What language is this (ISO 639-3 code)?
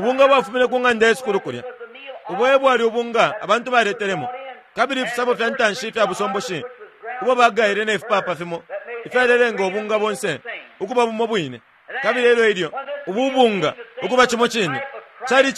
bem